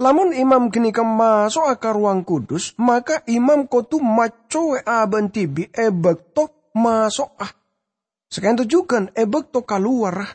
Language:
Madurese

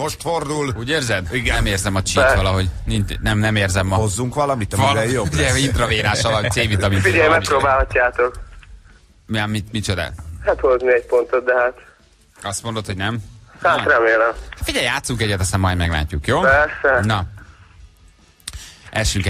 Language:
Hungarian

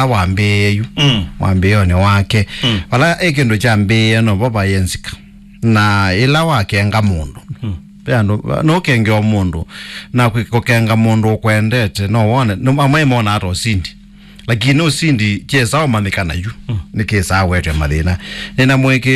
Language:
Kamba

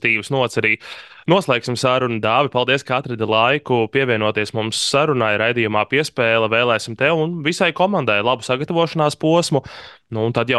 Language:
Latvian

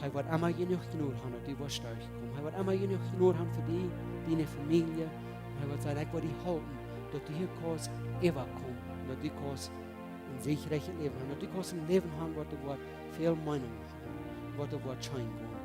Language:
Plautdietsch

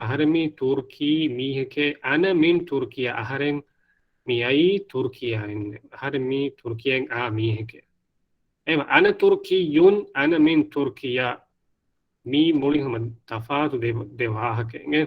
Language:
Divehi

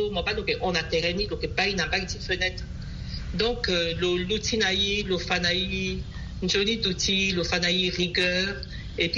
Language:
Sango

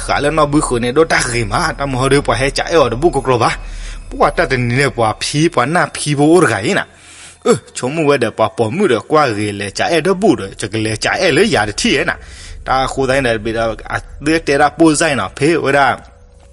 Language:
S'gaw Karen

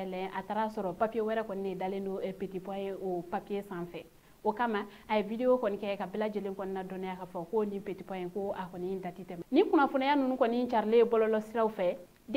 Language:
Bambara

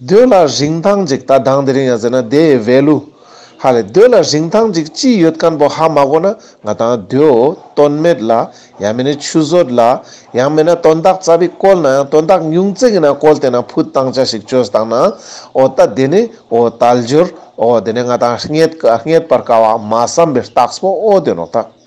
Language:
Ladakhi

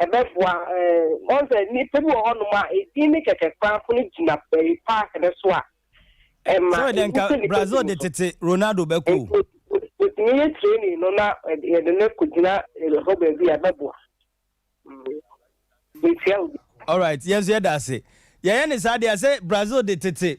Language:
Akan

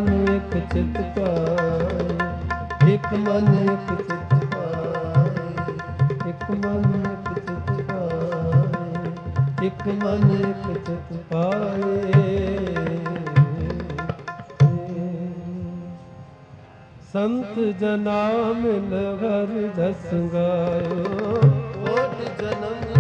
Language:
Punjabi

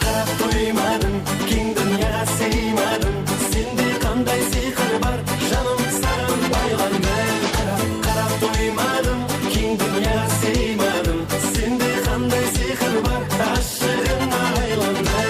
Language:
Kara-Kalpak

